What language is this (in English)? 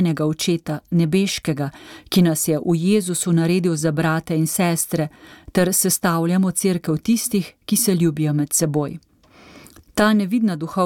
Slovenian